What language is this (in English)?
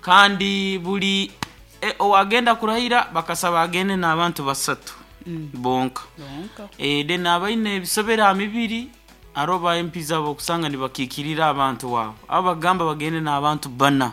Nyankole